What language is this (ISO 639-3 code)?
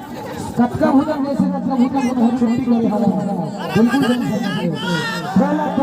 hne